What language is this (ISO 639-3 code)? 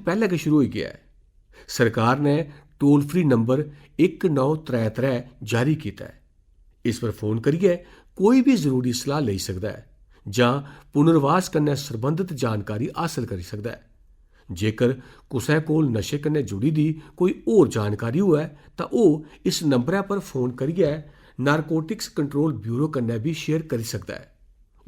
doi